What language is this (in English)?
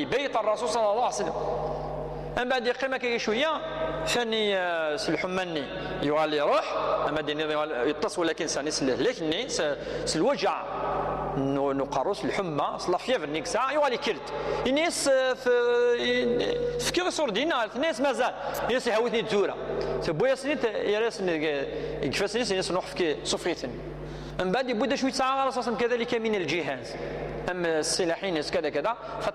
Kabyle